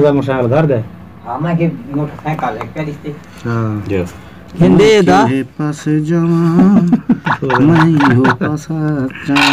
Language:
Saraiki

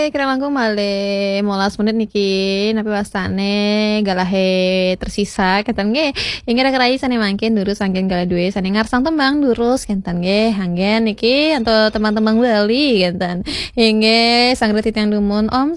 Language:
Balinese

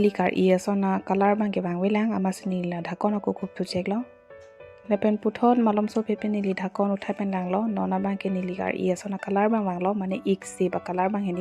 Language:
Karbi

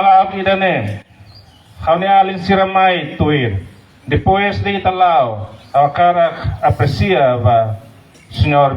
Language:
Tetum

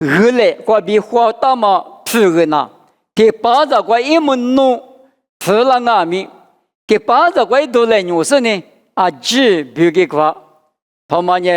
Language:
Lisu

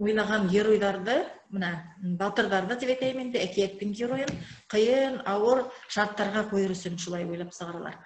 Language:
Bashkir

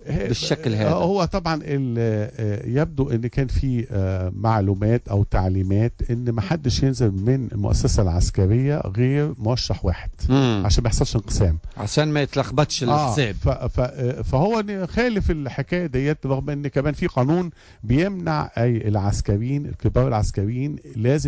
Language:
Tunisian Arabic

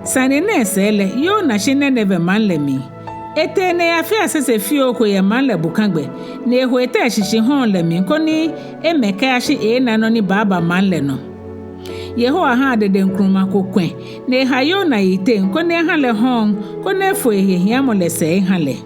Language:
Ga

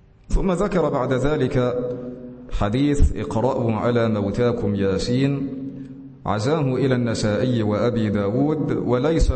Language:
Arabic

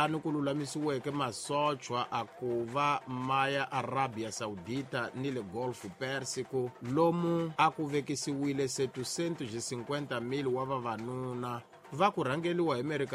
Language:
Tsonga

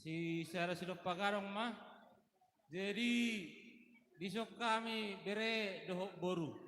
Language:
Batak Toba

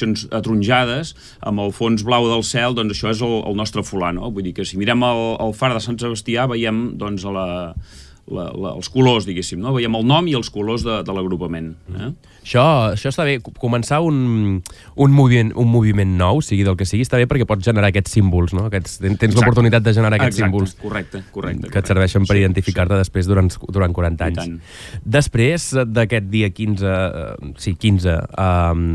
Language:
Catalan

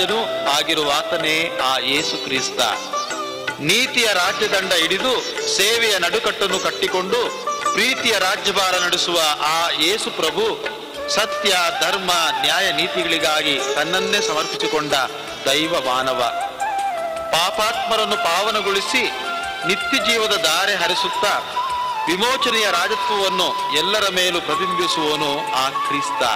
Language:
Kannada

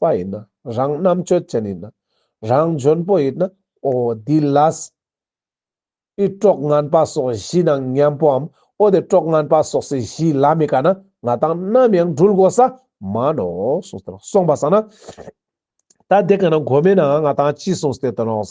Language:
Ladakhi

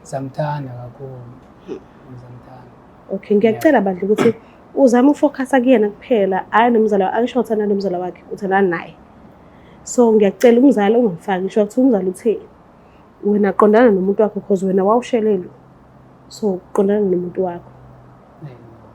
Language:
Zulu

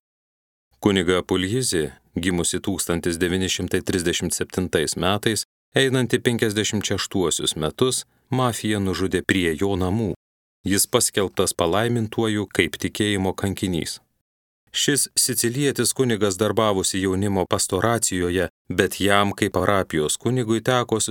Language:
Lithuanian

